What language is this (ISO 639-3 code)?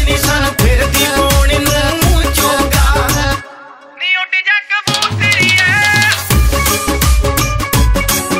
pan